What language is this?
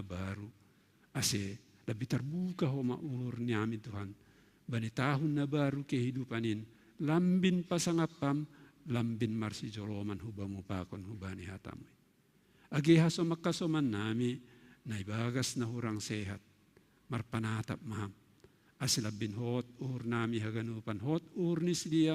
Batak Simalungun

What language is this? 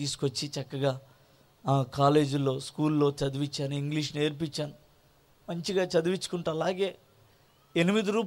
Telugu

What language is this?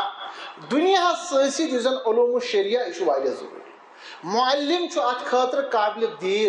Kashmiri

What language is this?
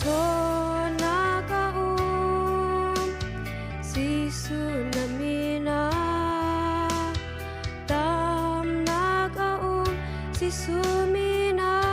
Hakha Chin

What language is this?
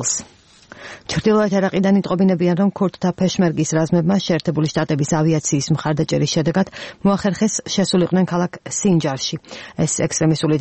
Georgian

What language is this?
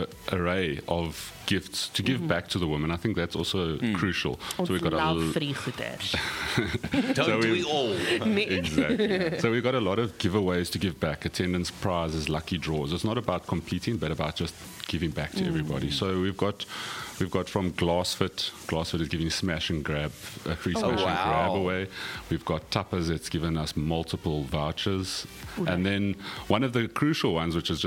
Afrikaans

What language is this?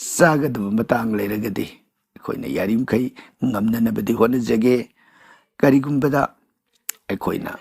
Manipuri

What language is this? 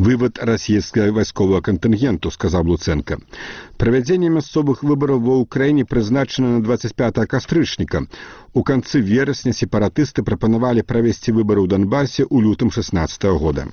Belarusian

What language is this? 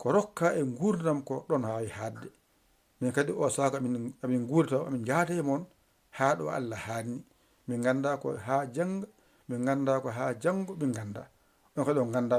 Fula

